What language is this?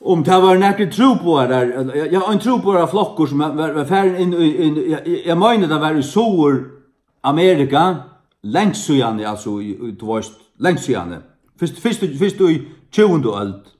Faroese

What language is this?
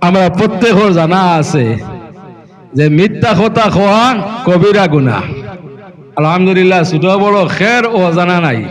Sylheti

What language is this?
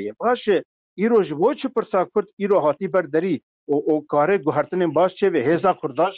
Kurdish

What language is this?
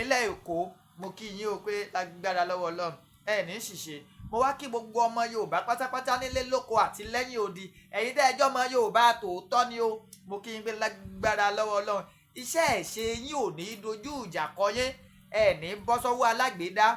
Yoruba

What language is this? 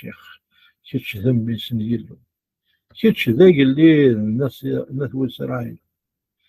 Kabyle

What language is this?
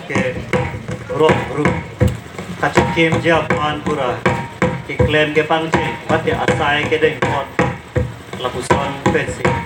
Karbi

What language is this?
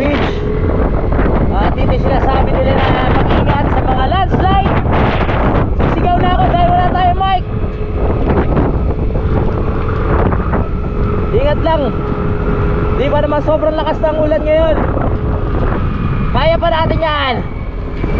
Filipino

